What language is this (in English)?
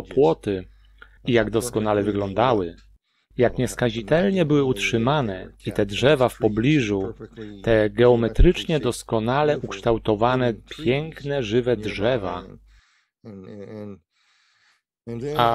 Polish